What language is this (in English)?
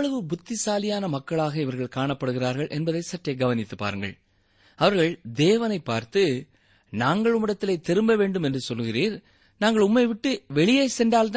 Tamil